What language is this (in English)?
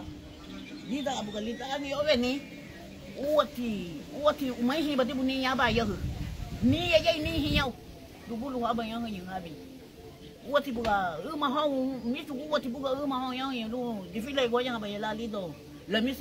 Garifuna